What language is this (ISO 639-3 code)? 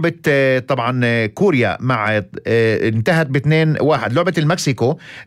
apc